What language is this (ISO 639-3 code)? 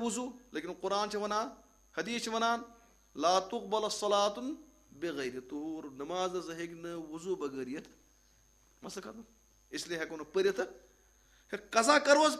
kas